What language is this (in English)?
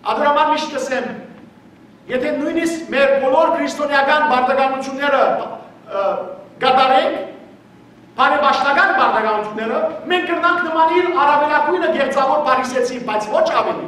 Western Armenian